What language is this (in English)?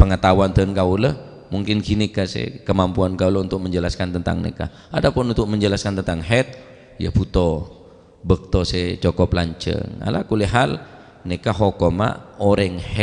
Madurese